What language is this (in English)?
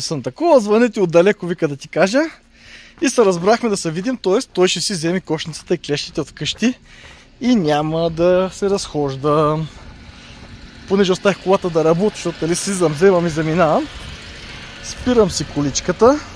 Bulgarian